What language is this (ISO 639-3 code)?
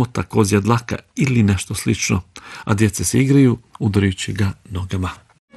bos